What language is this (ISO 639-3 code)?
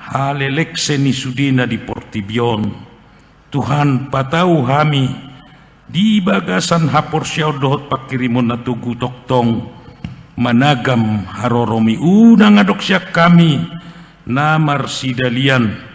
bbc